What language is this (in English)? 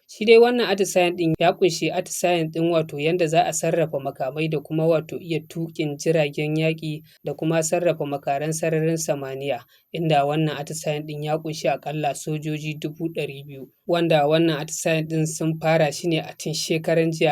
Hausa